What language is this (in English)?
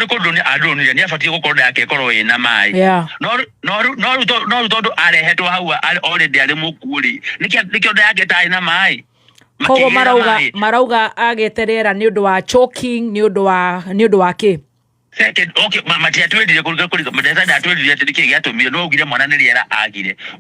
Kikuyu